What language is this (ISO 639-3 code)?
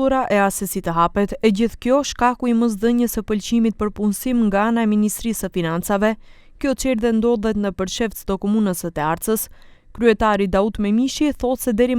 sqi